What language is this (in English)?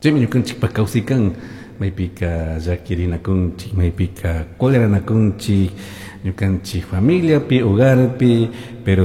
Chimborazo Highland Quichua